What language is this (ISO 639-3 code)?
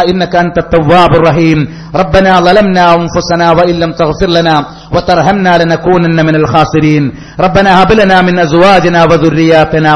mal